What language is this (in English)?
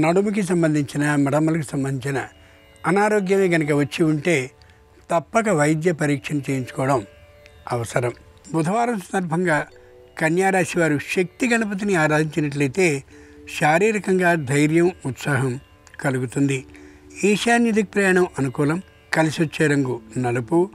Telugu